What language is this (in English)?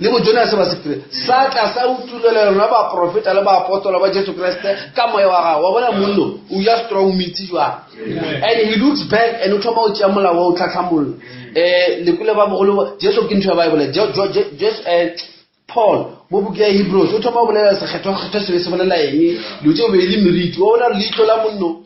Northern Sotho